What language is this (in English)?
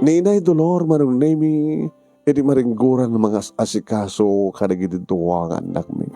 Iloko